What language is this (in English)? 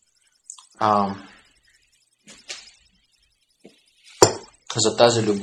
Bulgarian